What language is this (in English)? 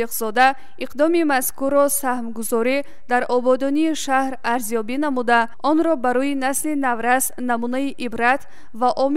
Tajik